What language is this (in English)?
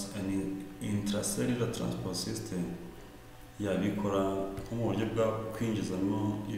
Kinyarwanda